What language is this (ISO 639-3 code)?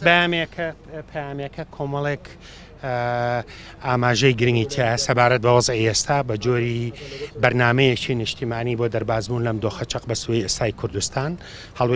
ckb